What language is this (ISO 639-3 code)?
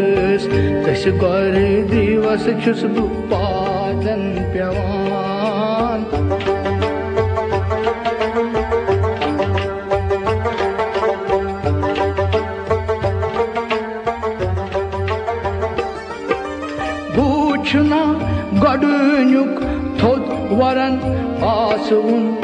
kas